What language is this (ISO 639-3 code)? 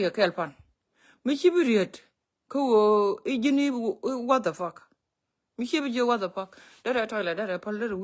nus